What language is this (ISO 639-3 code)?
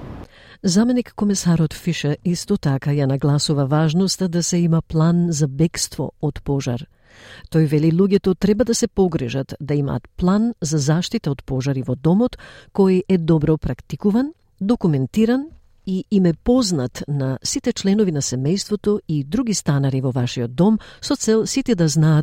mkd